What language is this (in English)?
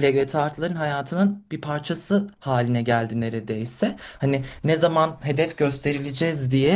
Turkish